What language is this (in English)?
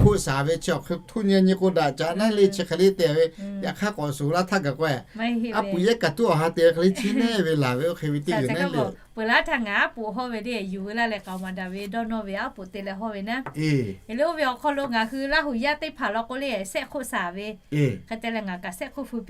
Lahu